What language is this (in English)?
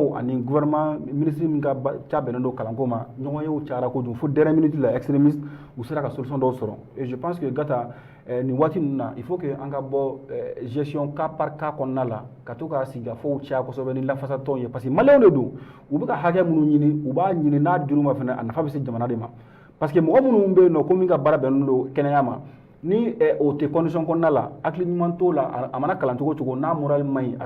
Bambara